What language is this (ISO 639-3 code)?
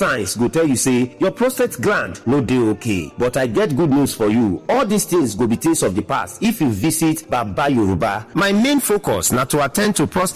pcm